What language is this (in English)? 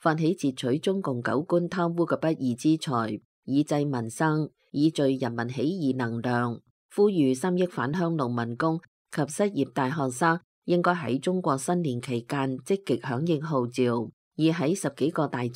Cantonese